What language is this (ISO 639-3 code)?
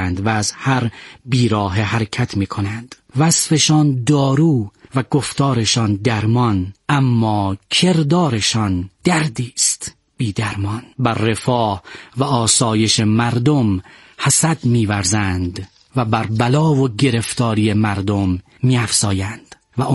fas